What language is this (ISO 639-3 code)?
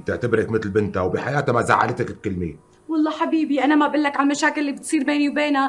apc